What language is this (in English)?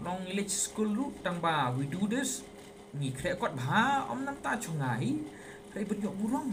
Khasi